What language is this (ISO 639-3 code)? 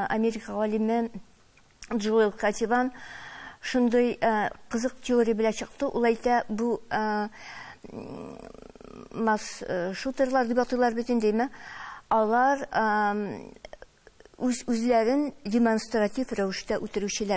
tat